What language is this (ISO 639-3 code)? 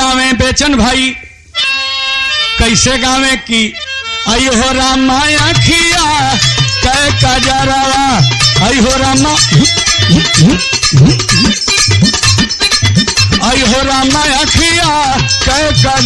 bho